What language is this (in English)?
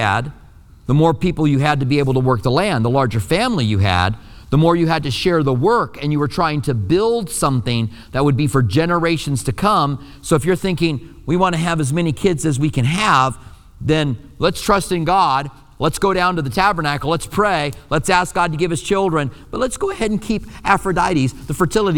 English